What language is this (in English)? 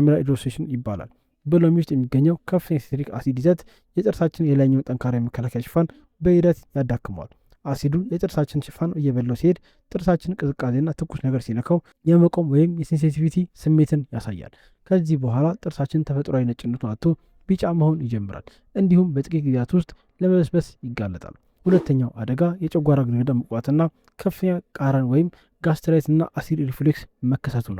Amharic